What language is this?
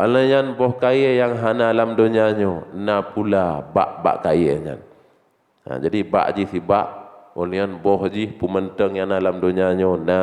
Achinese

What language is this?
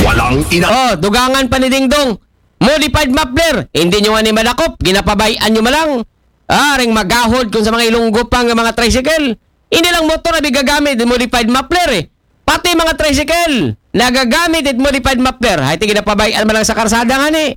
Aklanon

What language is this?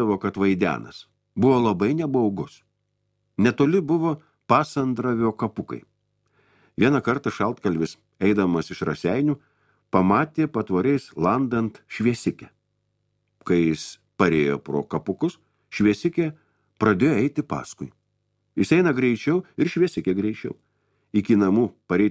Lithuanian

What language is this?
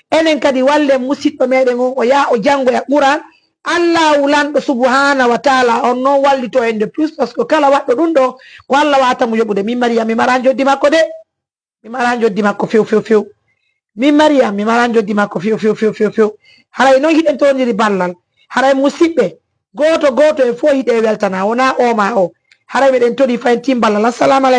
Fula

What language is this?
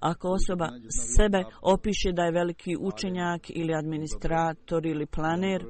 Bosnian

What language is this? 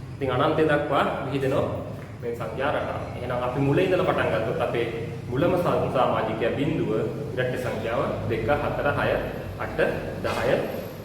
Sinhala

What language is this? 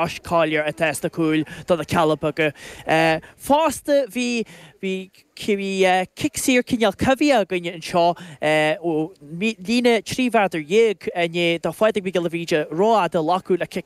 Irish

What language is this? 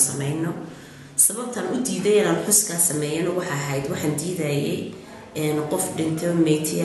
Somali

